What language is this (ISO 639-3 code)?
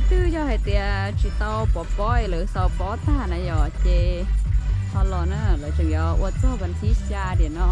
hmn